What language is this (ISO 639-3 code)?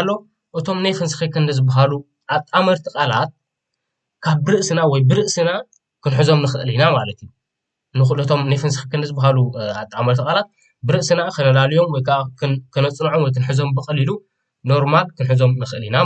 tir